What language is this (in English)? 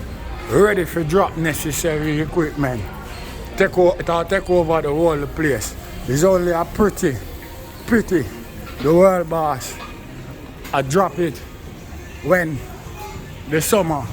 Jamaican Creole English